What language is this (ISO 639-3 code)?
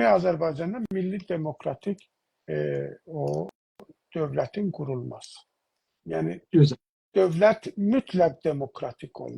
azb